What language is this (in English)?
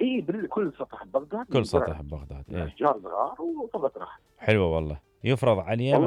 Mesopotamian Arabic